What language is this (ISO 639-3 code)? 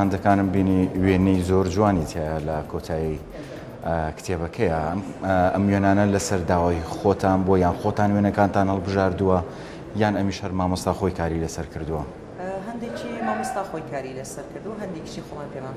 ckb